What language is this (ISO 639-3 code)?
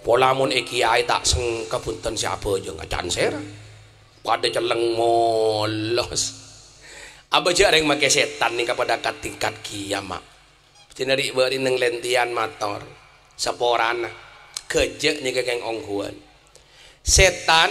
mad